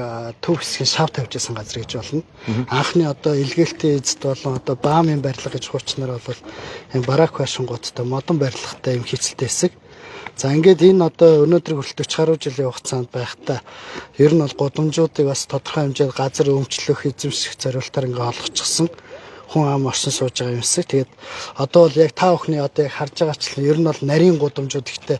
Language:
Mongolian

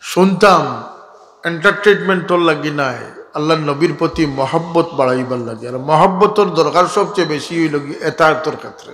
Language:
Sylheti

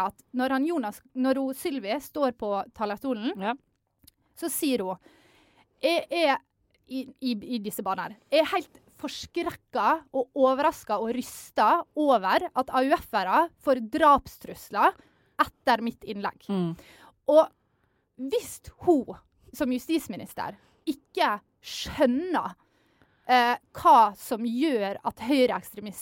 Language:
Norwegian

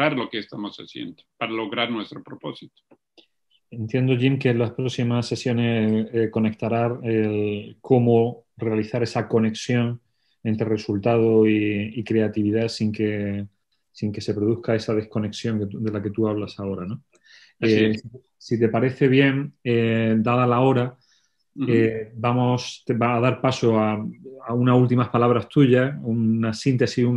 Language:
Spanish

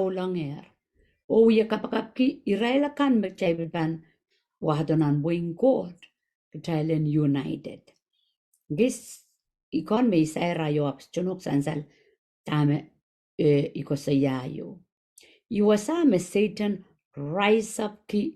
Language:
Pohnpeian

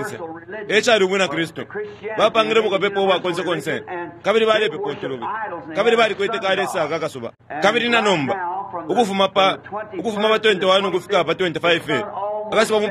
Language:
Bemba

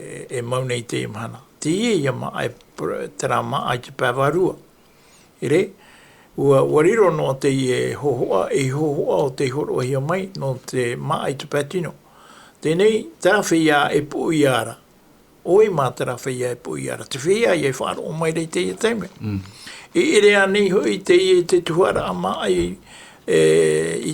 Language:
Tahitian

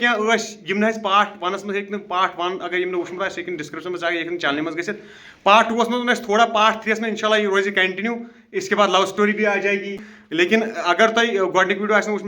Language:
Kashmiri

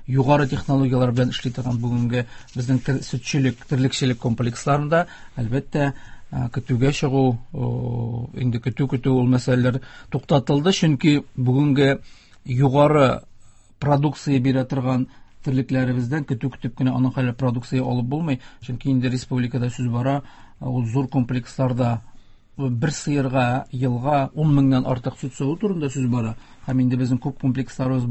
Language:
Tatar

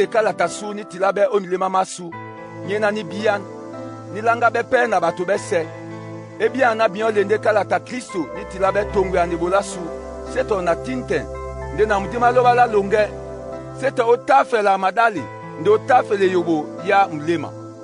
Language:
Duala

